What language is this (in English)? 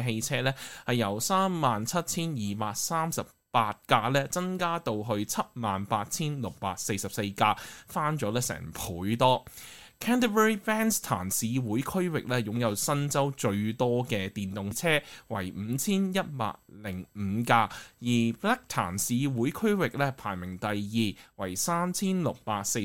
Cantonese